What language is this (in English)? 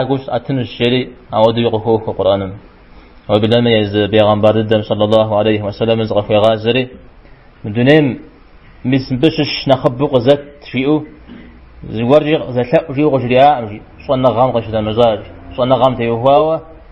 Kabardian